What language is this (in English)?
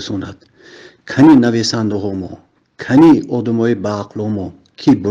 Tajik